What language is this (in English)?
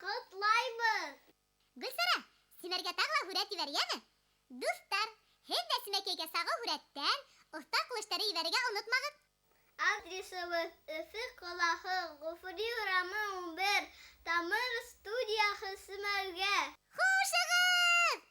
Bashkir